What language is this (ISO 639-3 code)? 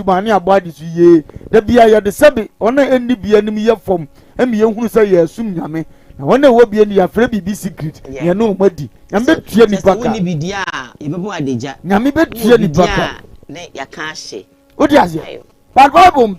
aka